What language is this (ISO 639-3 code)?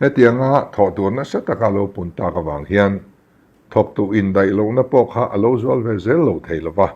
lus